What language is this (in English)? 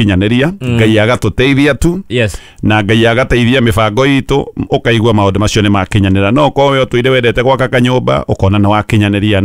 Kikuyu